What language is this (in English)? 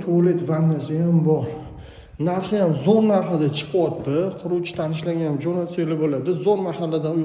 Uzbek